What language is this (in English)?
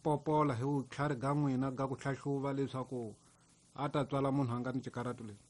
Tsonga